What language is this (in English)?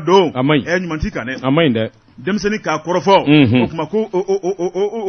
Bambara